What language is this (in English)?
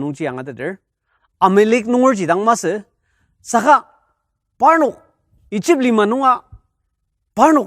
Ao Naga